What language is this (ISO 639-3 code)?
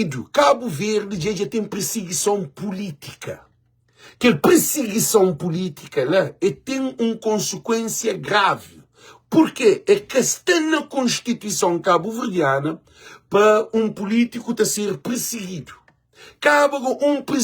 kea